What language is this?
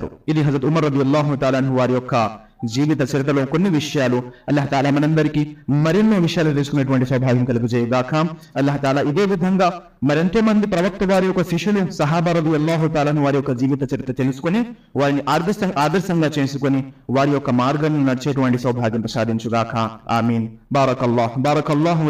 Telugu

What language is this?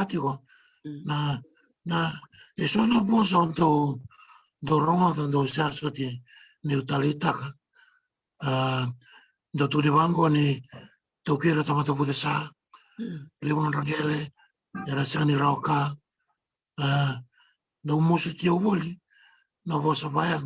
Fijian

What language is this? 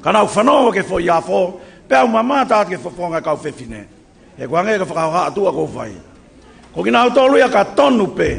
Tongan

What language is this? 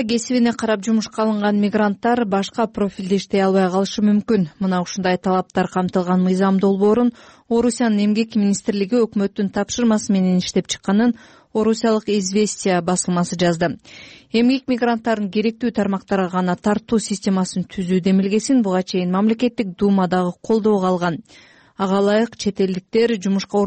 Kyrgyz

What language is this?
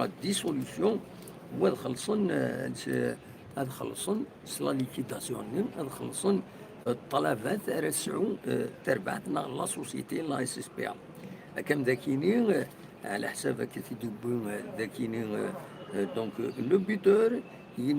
Kabyle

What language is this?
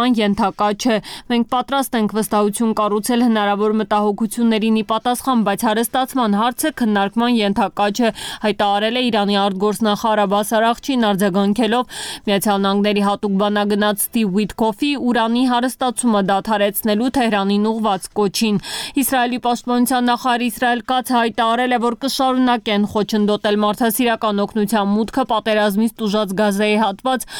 Armenian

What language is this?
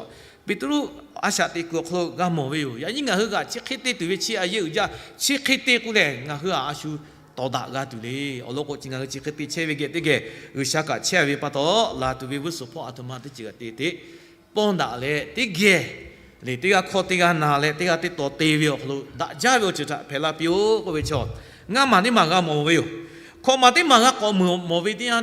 Lahu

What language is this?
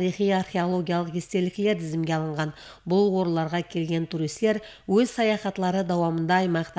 Kara-Kalpak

